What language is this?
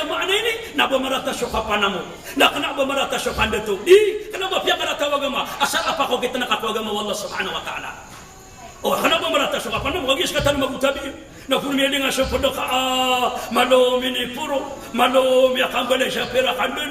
Maranao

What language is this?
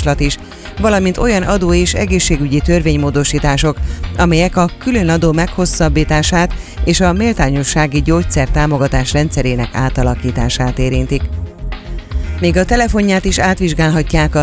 Hungarian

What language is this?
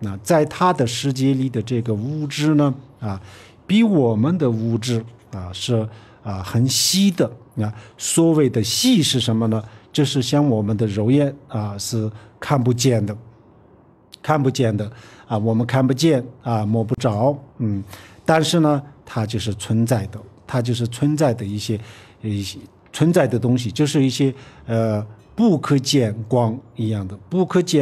Chinese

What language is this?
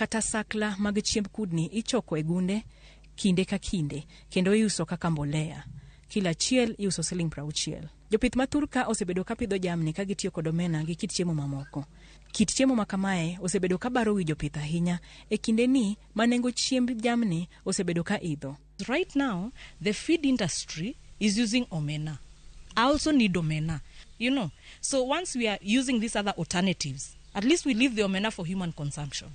Luo (Kenya and Tanzania)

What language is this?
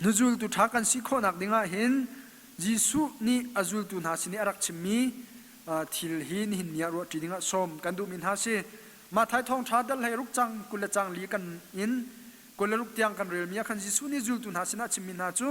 Hakha Chin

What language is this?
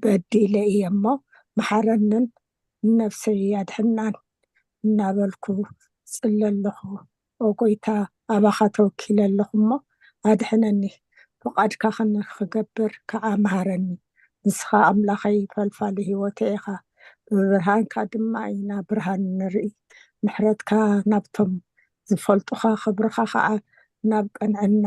Tigrinya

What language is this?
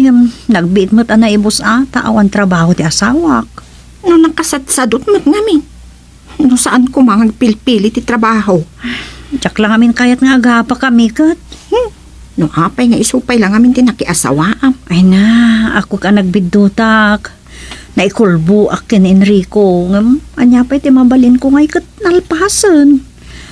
Iloko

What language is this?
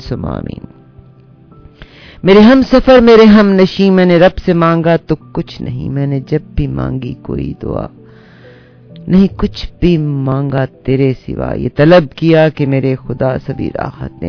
Urdu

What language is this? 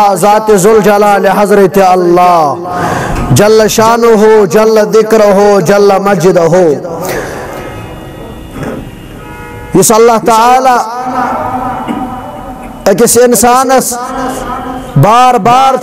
Kashmiri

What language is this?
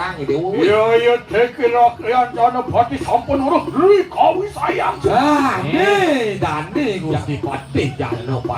Balinese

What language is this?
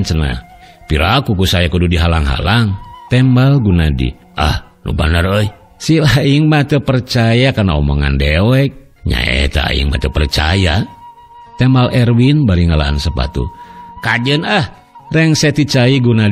Sundanese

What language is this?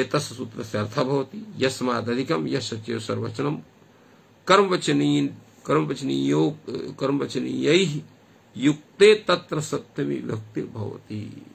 Sanskrit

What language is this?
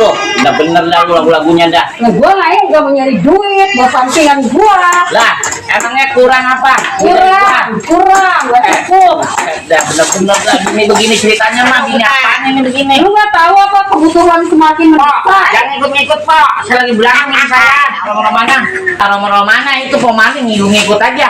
Betawi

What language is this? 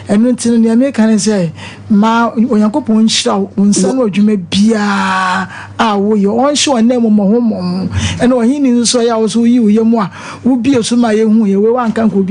Akan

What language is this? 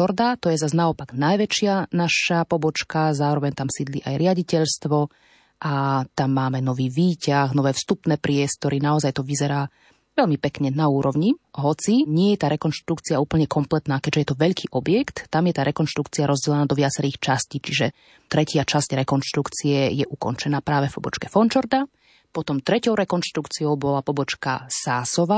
Slovak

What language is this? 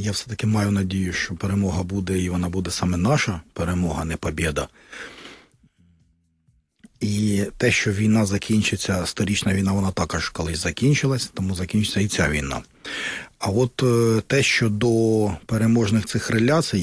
Ukrainian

